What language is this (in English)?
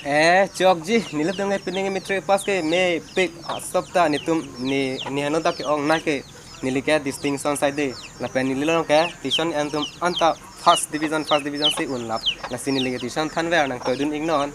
Karbi